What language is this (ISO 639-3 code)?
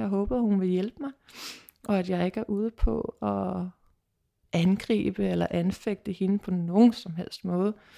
dan